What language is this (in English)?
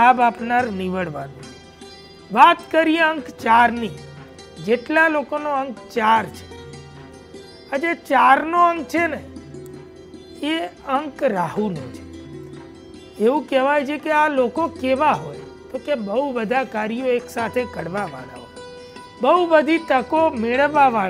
Gujarati